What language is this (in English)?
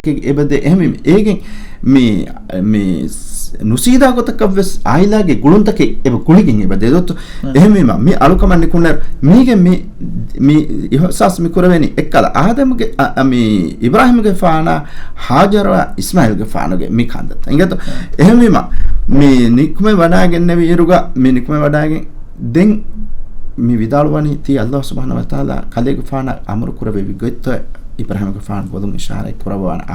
Divehi